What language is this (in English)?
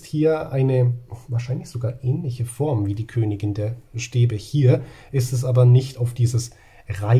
German